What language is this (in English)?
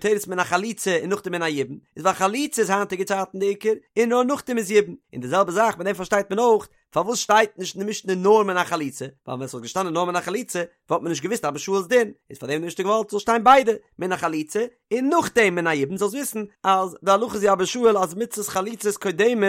Yiddish